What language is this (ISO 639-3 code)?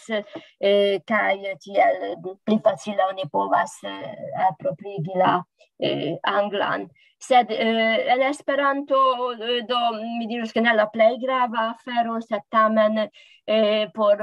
epo